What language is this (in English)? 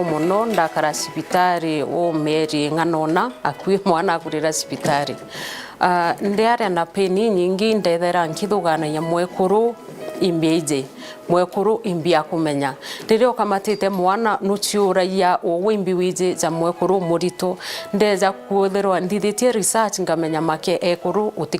Meru